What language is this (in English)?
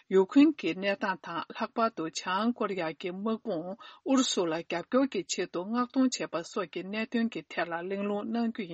Tibetan